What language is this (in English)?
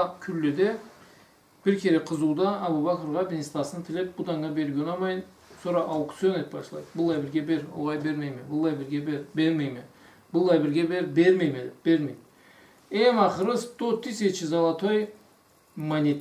Karachay-Balkar